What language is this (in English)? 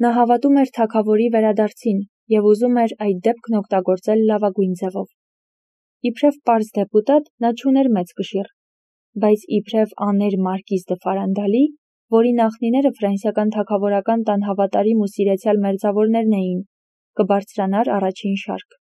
Armenian